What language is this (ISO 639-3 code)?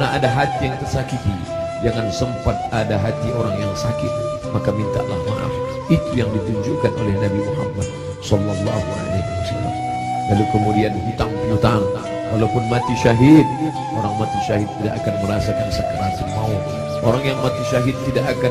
ind